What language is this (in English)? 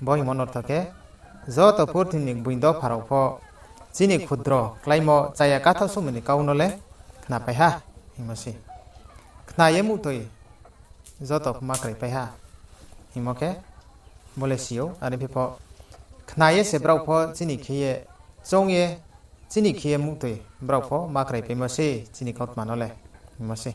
Riang (India)